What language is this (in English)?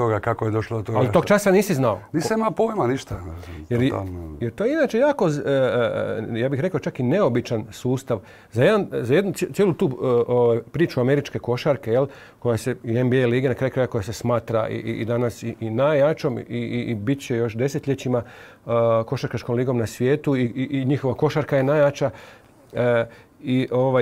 Croatian